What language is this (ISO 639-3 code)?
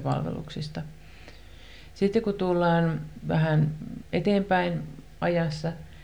fin